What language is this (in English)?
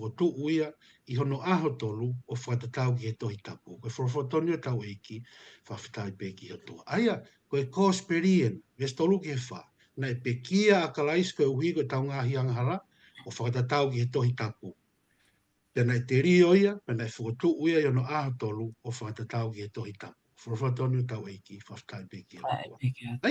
Tongan